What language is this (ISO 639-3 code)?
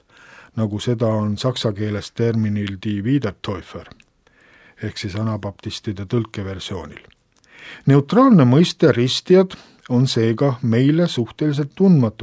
est